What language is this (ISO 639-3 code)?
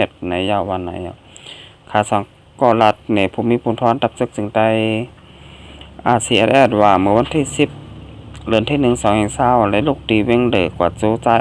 shn